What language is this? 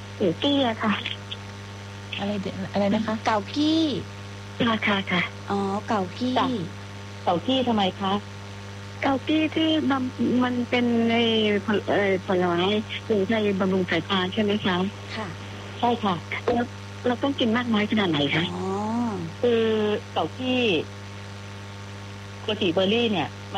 Thai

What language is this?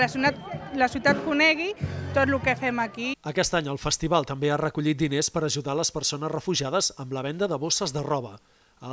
Catalan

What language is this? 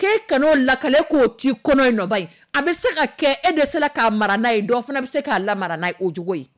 Dyula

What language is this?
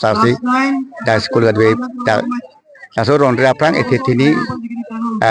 Karbi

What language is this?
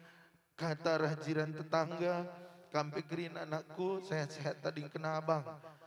Batak Karo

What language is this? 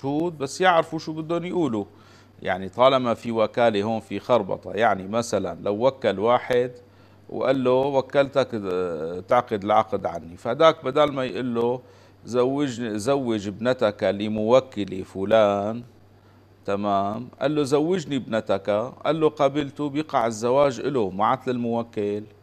North Levantine Arabic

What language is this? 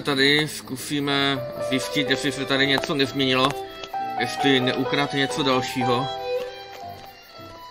Czech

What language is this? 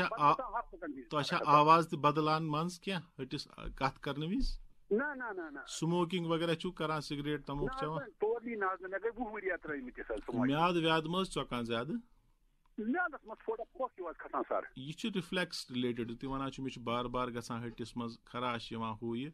Kashmiri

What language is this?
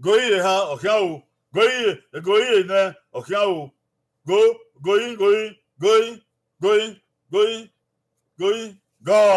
Bini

